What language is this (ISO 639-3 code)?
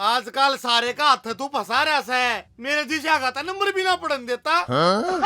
bgc